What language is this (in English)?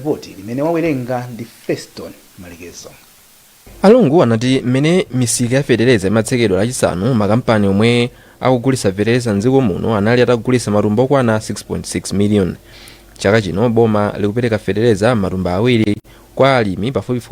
Nyanja